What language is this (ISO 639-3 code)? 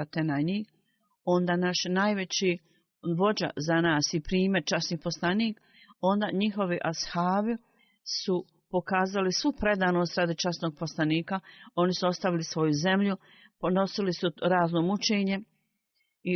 bos